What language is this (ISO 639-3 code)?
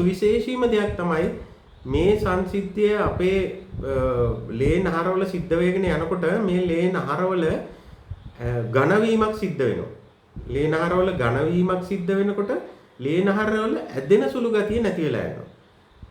sin